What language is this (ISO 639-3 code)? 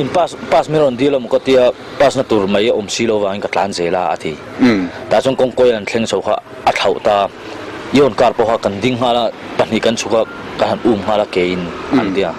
lus